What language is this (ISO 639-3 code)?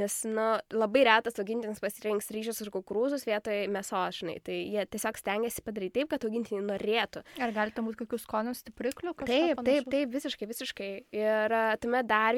lit